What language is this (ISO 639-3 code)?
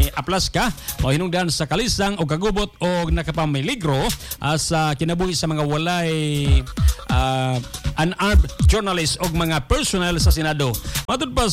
ceb